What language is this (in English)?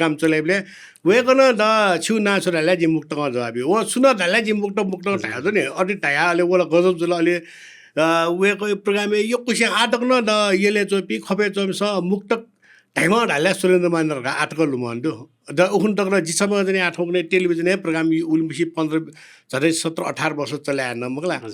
Newari